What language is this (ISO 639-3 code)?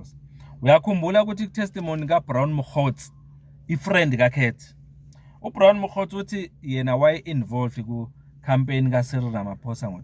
zul